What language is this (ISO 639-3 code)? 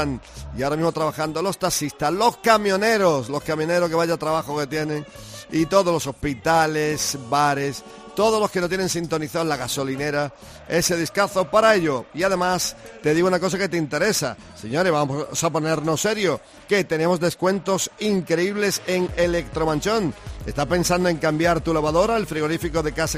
spa